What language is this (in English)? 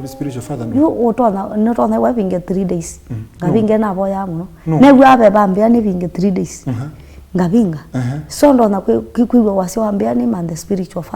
Kamba